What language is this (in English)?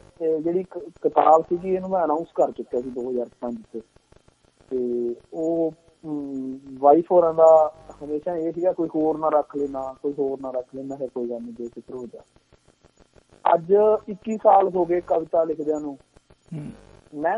Punjabi